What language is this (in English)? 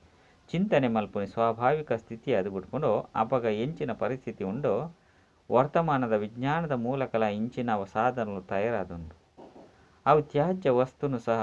Tulu